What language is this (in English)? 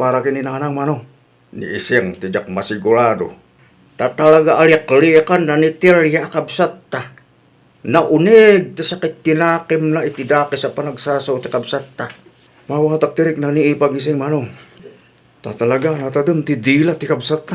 Iloko